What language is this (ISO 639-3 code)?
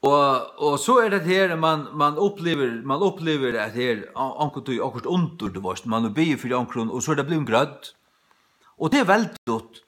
fao